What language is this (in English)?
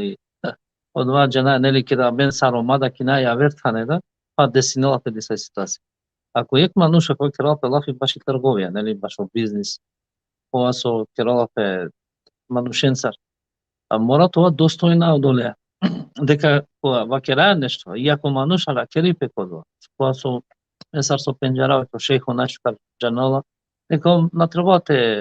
Balkan Romani